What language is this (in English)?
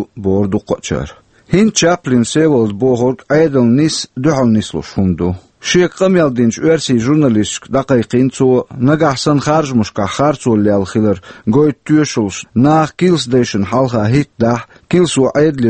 Chechen